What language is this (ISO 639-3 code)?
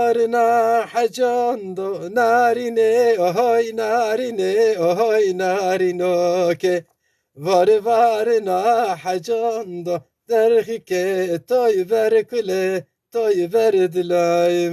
zza